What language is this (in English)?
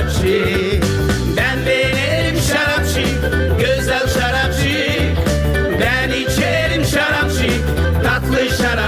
Gagauz